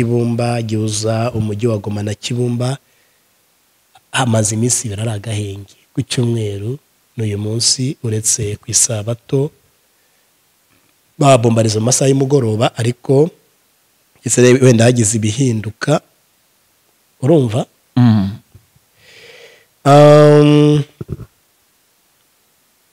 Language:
Kinyarwanda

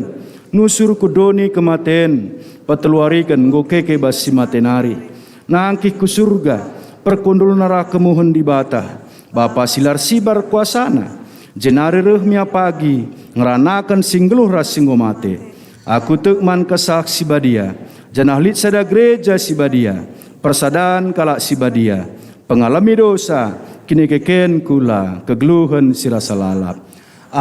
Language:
Batak Karo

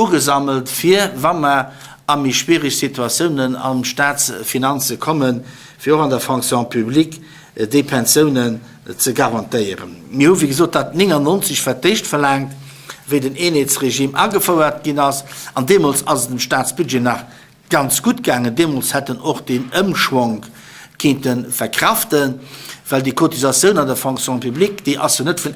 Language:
Luxembourgish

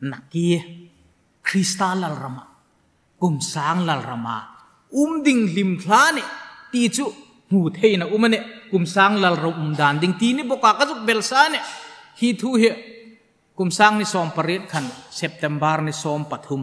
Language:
Hmar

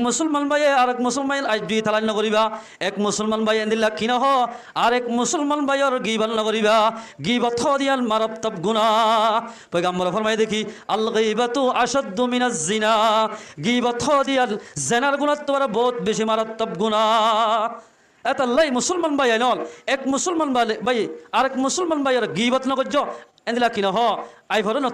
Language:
Rohingya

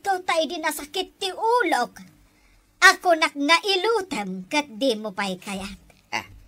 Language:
Iloko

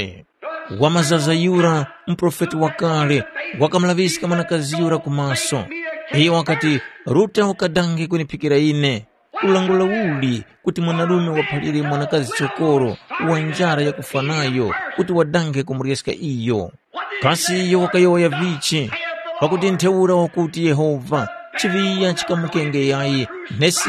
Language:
Tumbuka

